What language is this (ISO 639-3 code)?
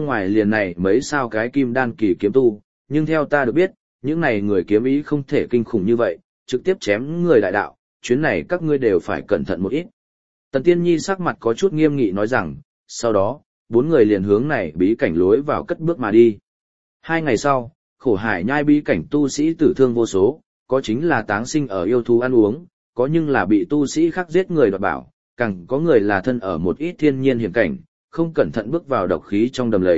vie